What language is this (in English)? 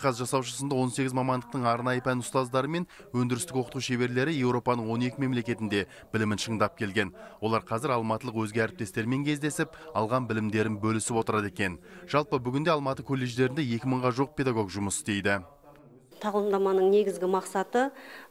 Kazakh